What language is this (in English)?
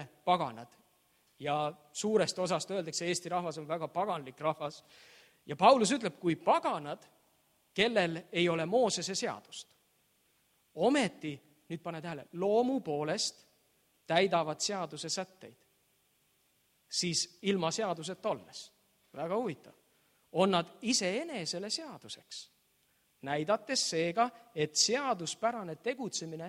Estonian